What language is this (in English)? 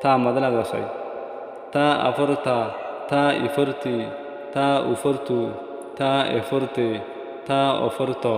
Rohingya